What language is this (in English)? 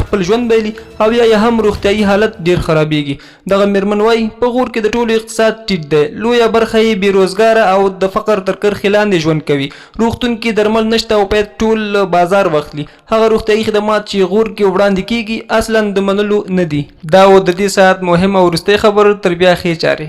Pashto